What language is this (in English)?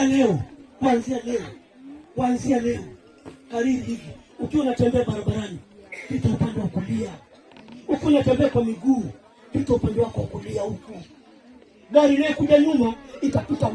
Swahili